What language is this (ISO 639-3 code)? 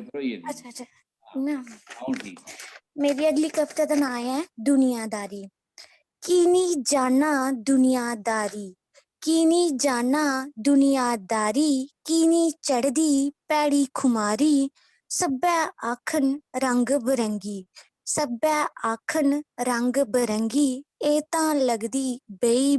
doi